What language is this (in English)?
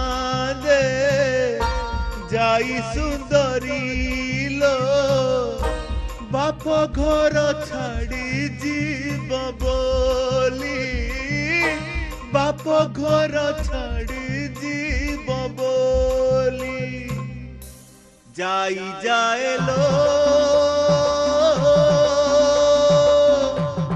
Odia